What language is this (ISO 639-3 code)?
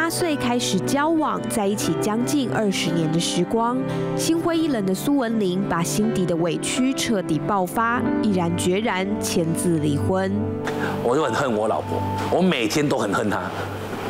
zho